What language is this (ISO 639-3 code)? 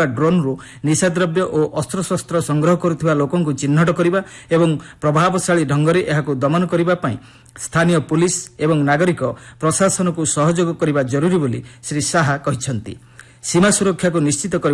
ori